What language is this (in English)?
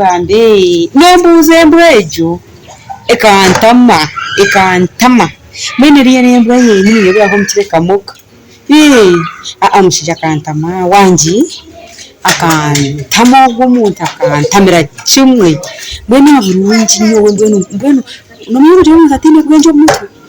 Nyankole